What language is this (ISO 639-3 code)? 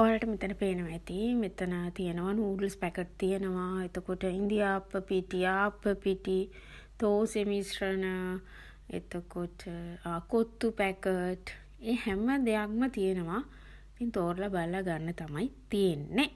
sin